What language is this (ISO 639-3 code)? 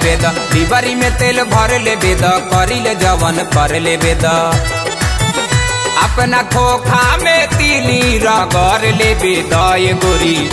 bho